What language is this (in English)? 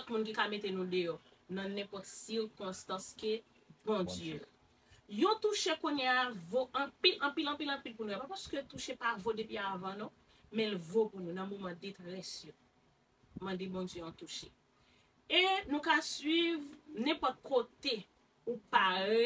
Haitian Creole